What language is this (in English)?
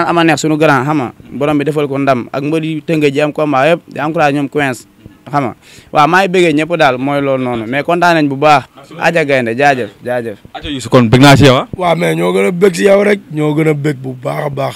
Wolof